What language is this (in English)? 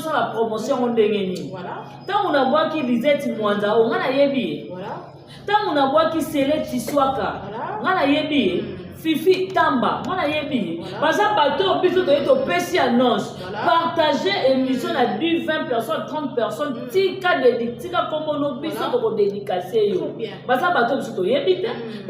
Lingala